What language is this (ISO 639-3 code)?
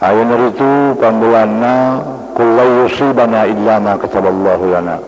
bug